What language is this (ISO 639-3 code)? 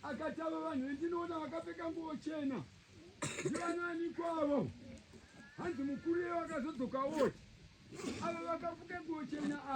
sna